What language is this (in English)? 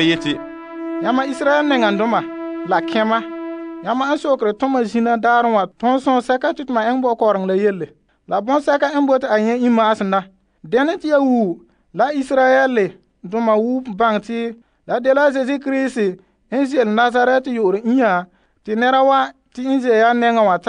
Frafra